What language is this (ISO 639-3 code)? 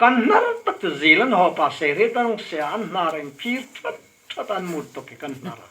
hmr